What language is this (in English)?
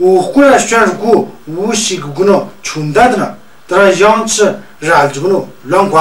Tu